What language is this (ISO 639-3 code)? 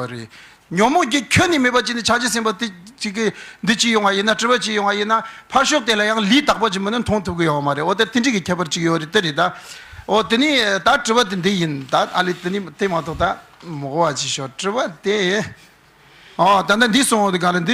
bod